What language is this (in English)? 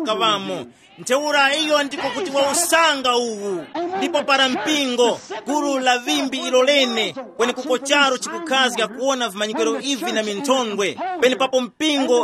Tumbuka